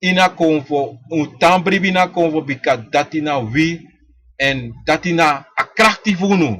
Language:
Sranan Tongo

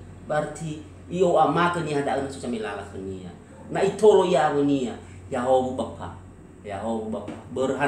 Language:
Nias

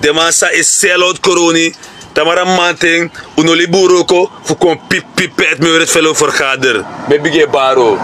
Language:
Sranan Tongo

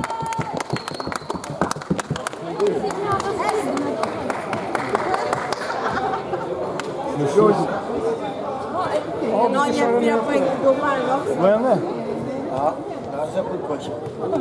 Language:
Swedish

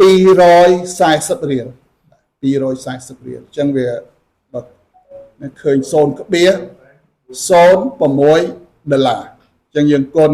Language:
Khmer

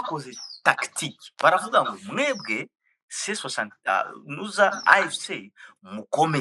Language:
Kinyarwanda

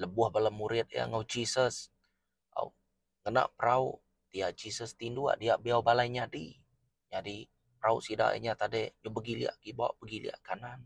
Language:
Iban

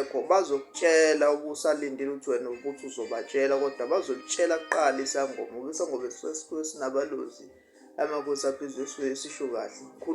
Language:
Zulu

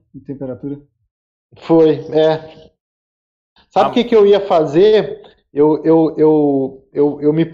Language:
Portuguese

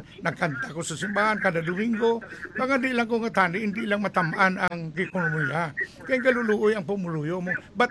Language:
Hiligaynon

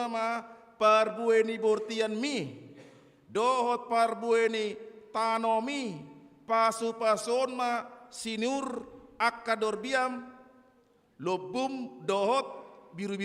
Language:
Batak Toba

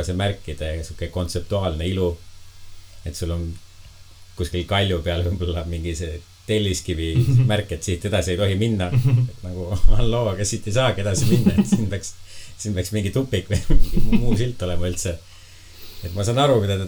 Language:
Estonian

